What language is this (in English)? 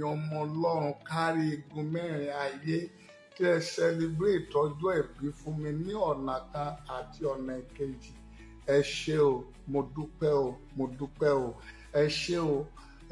Yoruba